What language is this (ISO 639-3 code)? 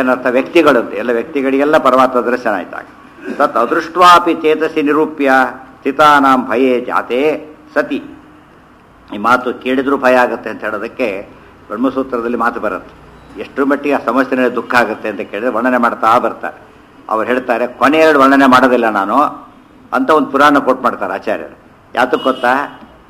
kan